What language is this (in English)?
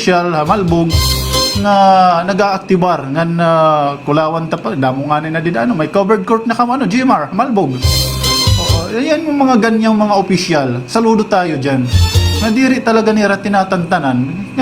Waray